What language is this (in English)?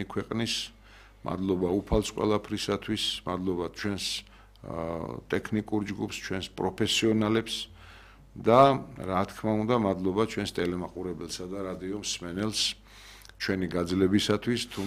Georgian